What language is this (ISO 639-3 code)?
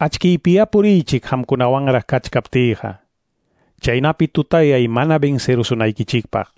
que